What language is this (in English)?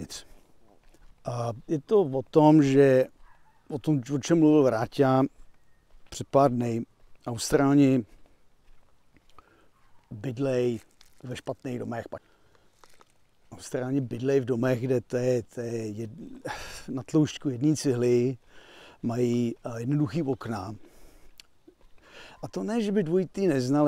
Czech